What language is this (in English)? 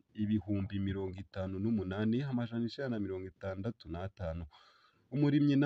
Rundi